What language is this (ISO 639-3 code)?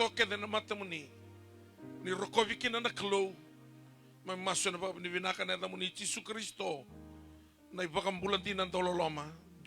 fij